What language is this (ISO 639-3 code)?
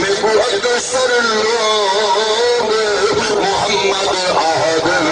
skr